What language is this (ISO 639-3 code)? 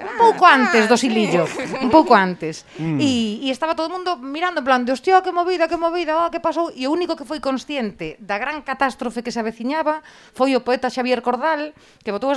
glg